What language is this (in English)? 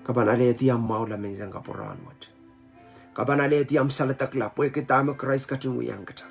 Pohnpeian